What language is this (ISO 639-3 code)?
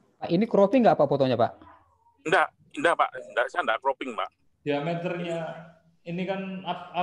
ind